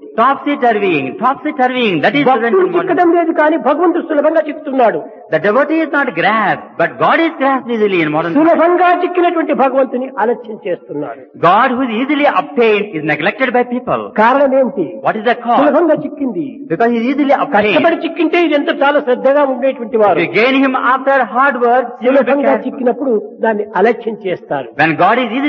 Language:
Telugu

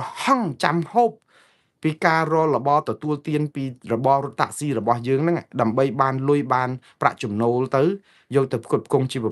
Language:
Khmer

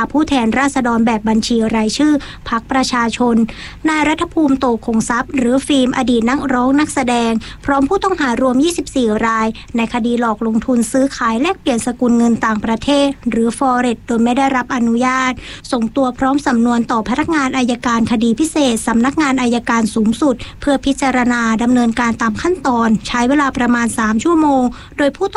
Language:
Thai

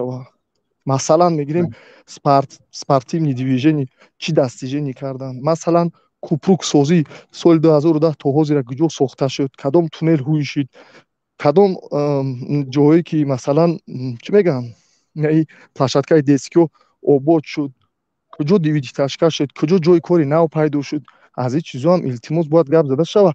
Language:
Tajik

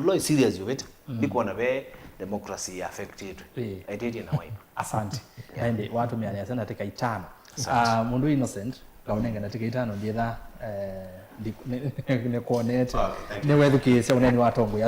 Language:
Kamba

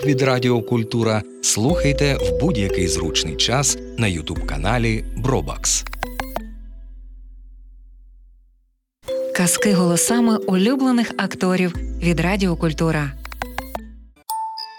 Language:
Ukrainian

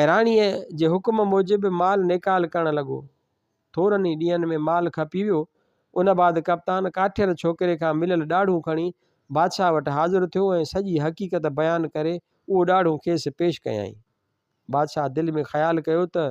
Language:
Sindhi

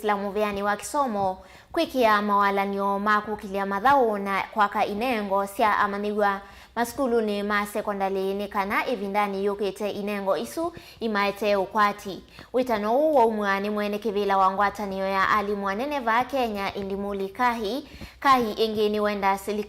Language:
Kamba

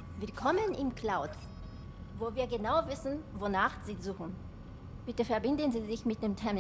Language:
Bavarian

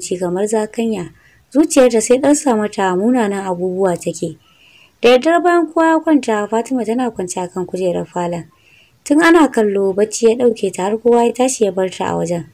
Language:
Hausa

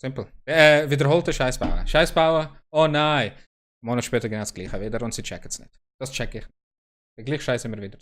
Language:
Swiss German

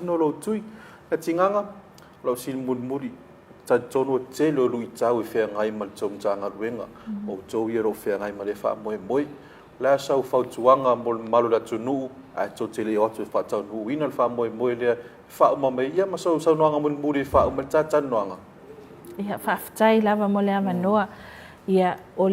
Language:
Samoan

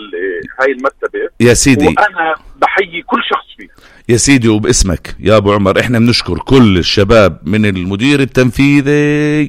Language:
North Levantine Arabic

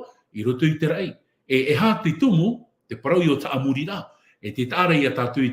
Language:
Tahitian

